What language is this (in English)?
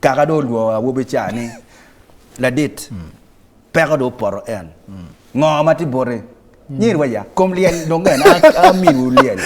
Acoli